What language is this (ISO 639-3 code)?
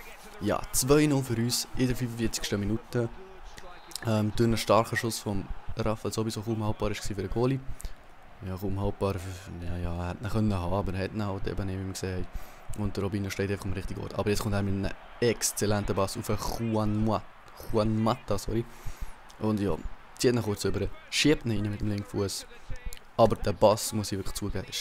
gsw